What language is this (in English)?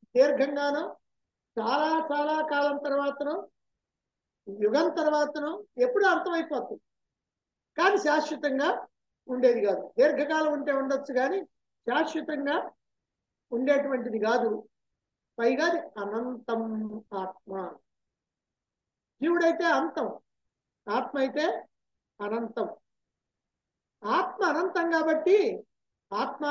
Telugu